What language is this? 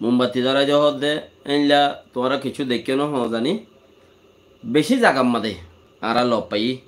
Rohingya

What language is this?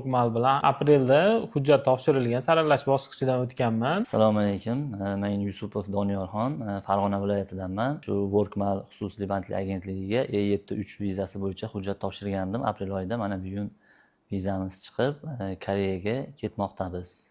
Uzbek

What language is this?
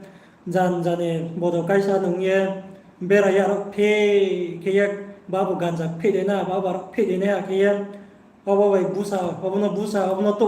Riang (India)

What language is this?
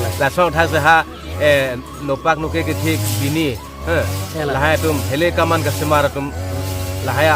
Karbi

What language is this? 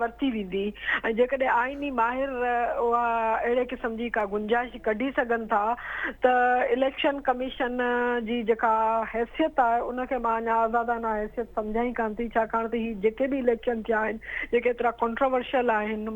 Sindhi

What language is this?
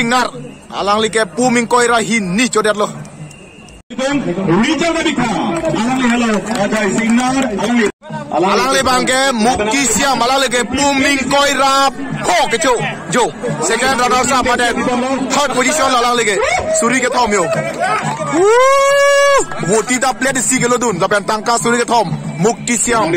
Karbi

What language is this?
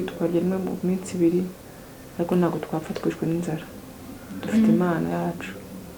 Kinyarwanda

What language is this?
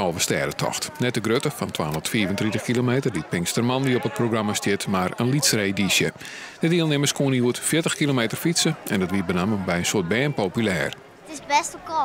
Western Frisian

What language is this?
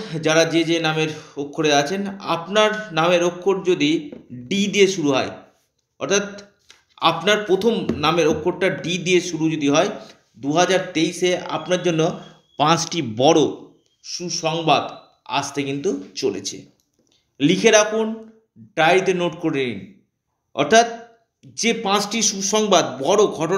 Bangla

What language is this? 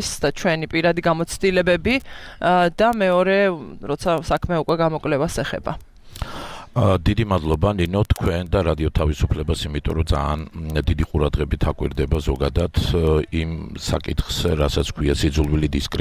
Georgian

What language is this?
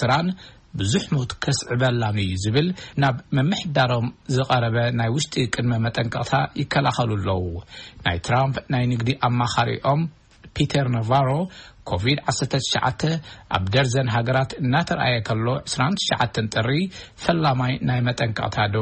Tigrinya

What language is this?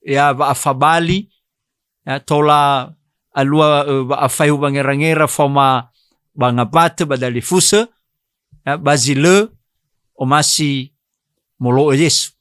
Nias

